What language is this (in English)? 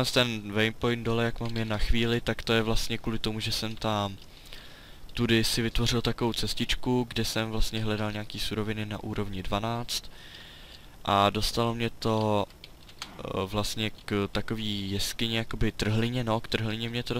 Czech